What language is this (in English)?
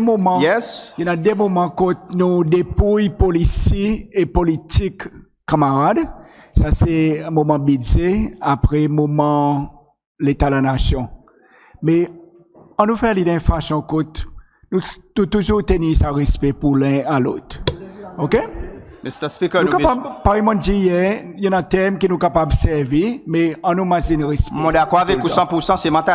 Seselwa Creole French